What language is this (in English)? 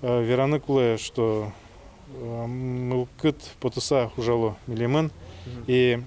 Udmurt